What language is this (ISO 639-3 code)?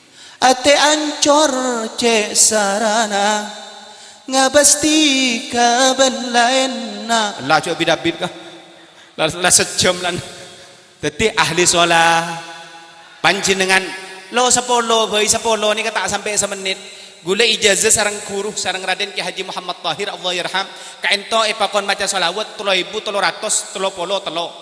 mad